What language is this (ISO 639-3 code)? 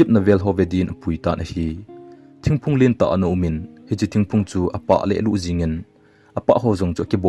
tcz